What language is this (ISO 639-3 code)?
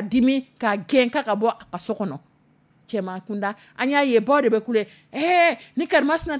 dyu